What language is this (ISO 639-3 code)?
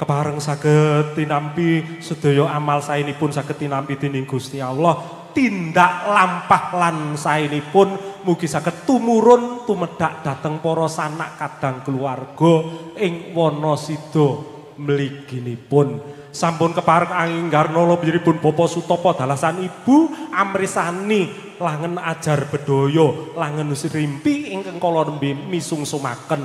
jav